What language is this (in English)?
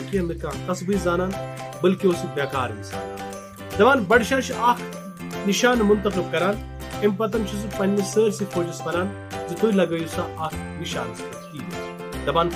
Kashmiri